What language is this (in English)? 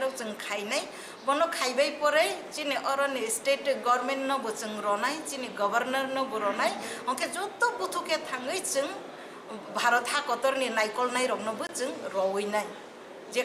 Kok Borok